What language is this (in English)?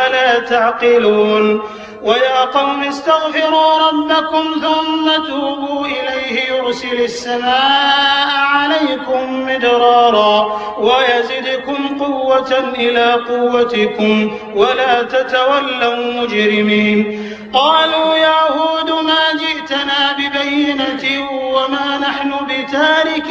Arabic